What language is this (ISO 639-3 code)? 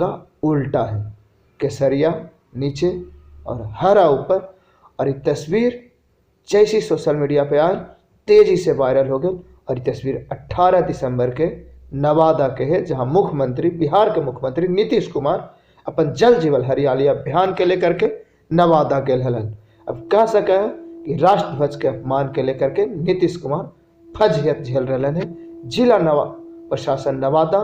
mag